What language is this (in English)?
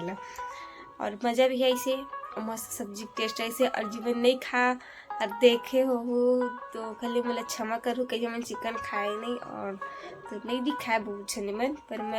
Chhattisgarhi